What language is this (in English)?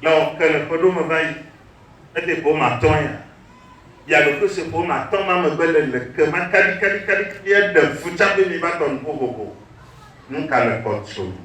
Ewe